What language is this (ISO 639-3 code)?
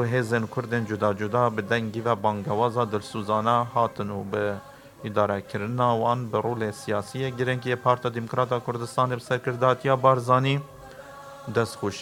kur